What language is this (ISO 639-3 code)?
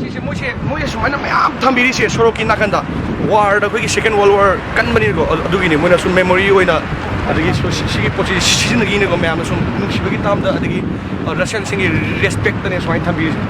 mni